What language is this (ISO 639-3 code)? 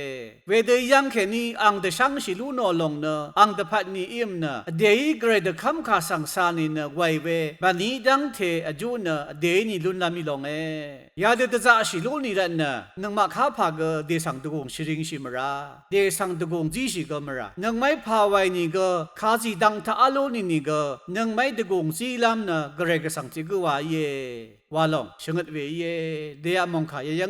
raw